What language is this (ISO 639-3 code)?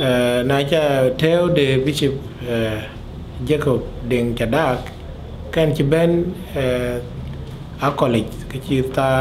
din